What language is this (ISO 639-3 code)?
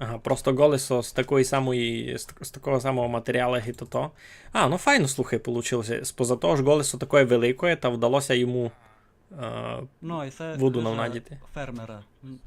rue